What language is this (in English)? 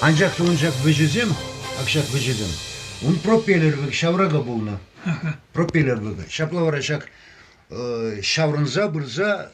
Chuvash